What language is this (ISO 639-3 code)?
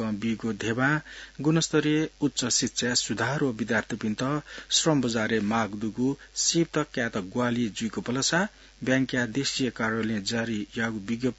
new